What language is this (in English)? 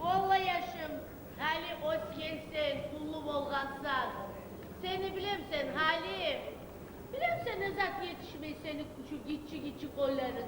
Kumyk